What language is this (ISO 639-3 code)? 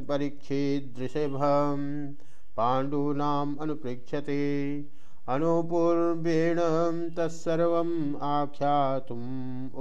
san